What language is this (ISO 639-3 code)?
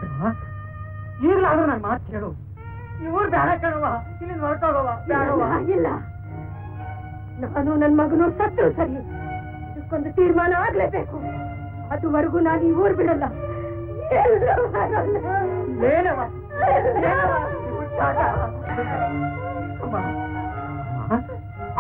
kan